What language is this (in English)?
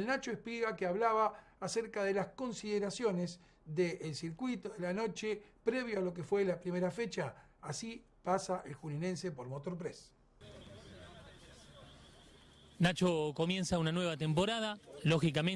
Spanish